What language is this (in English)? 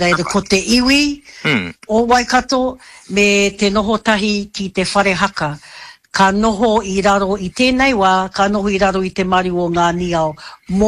Māori